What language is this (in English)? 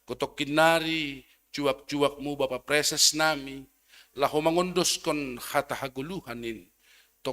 Batak Simalungun